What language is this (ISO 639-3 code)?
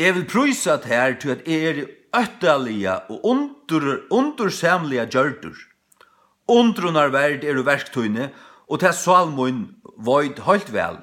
fao